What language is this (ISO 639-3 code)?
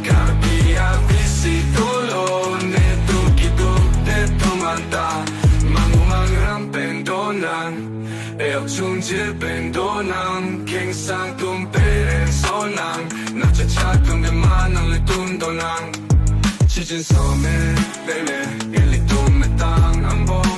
mjw